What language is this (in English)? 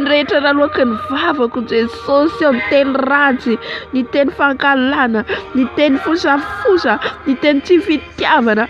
Malagasy